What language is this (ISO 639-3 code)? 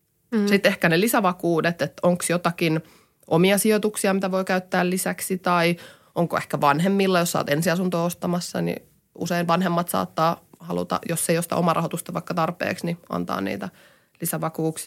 fin